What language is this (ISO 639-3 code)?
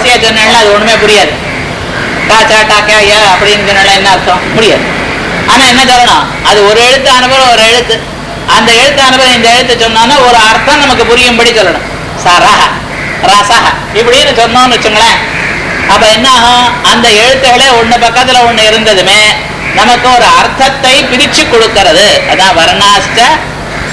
tam